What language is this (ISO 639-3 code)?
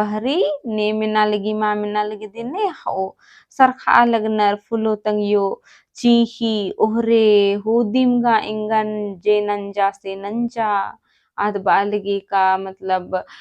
kru